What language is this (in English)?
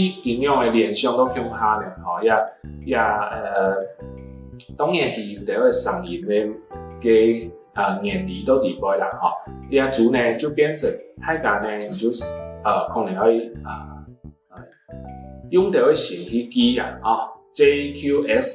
Hakka Chinese